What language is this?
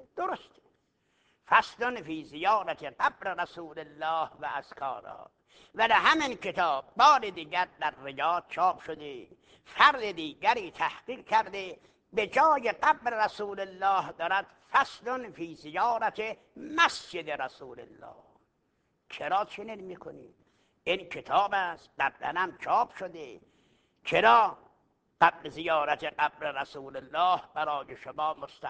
Persian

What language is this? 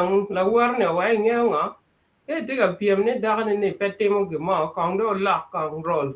Acoli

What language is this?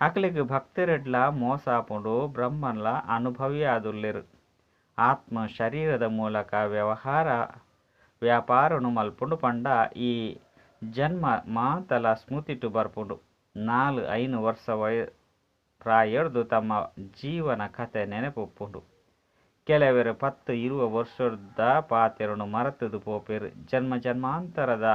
Tulu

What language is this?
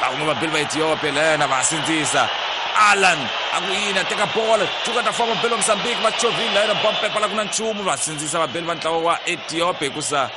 Tsonga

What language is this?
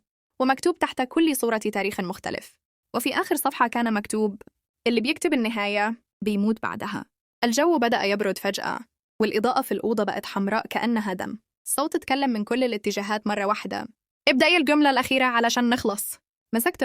Egyptian Arabic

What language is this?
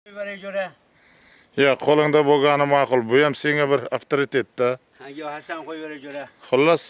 Uzbek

